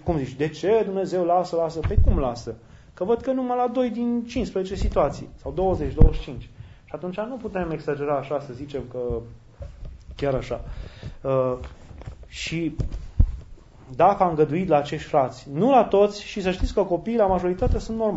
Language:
Romanian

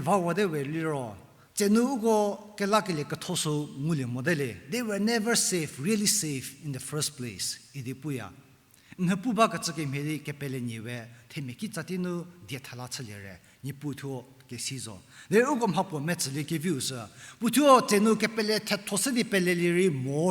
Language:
Angami Naga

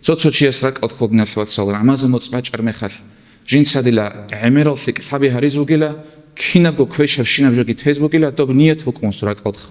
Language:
Avaric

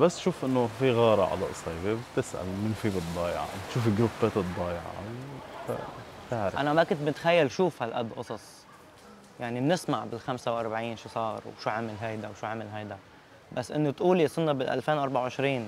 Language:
North Levantine Arabic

